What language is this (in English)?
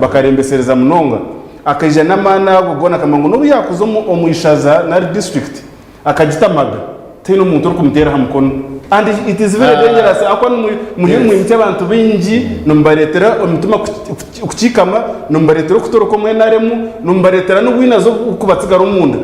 Nyankole